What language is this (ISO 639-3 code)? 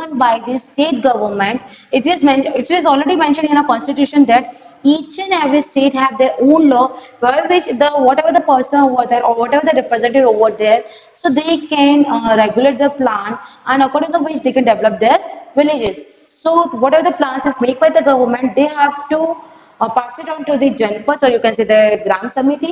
eng